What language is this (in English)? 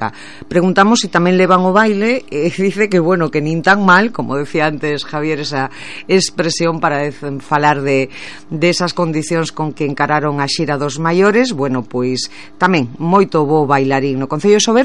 Galician